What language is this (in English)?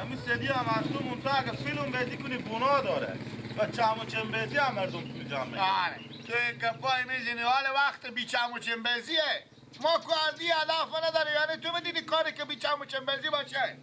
Persian